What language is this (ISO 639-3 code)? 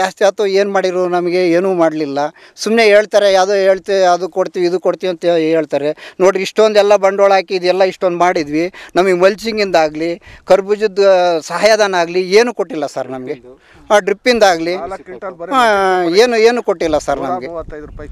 kan